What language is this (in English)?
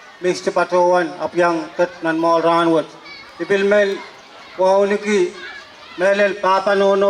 Pohnpeian